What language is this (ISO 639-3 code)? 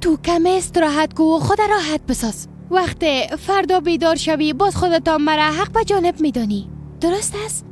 fas